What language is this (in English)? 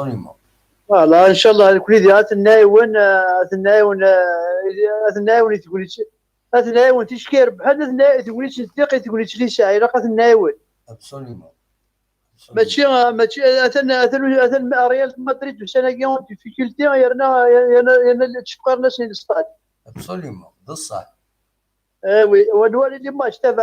Kabyle